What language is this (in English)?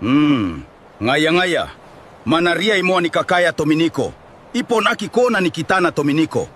Gilbertese